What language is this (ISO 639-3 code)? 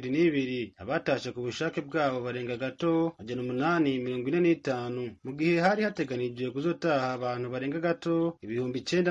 run